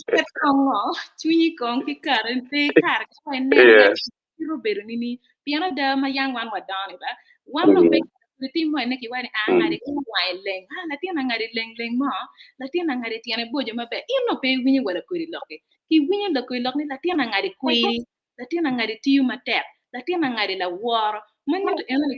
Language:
Acoli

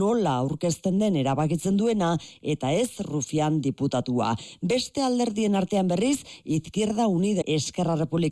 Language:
Basque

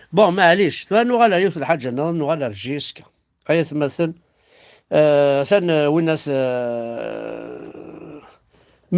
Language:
Kabyle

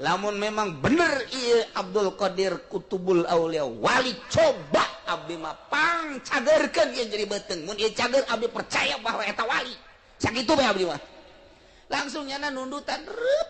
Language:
Sundanese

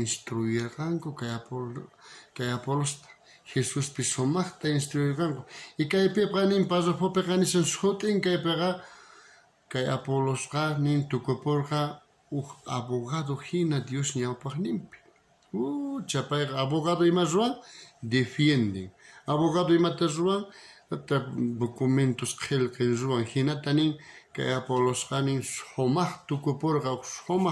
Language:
South Bolivian Quechua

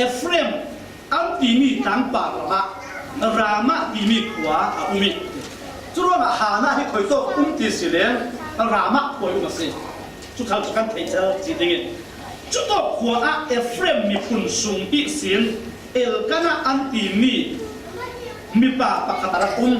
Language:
Falam Chin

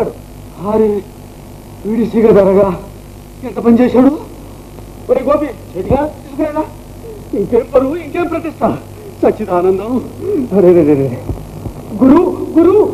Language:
Telugu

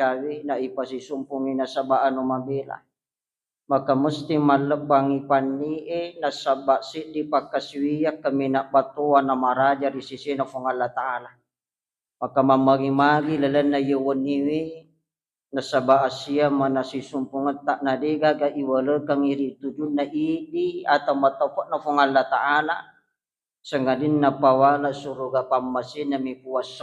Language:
Buginese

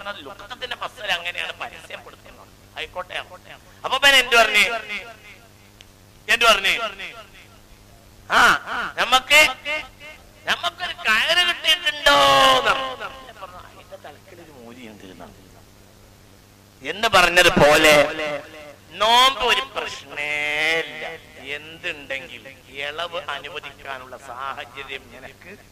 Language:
Malayalam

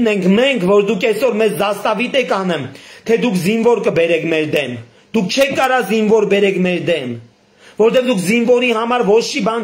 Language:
Armenian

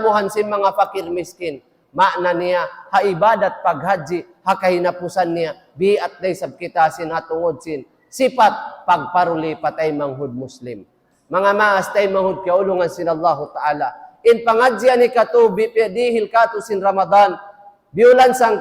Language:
Tausug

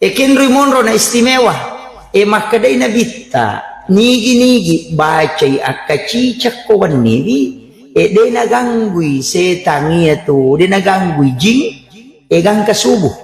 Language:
Buginese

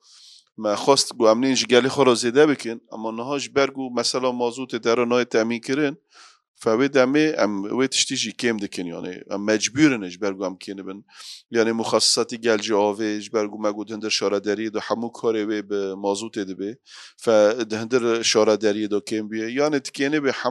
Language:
Kurdish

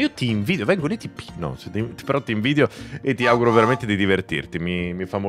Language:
Italian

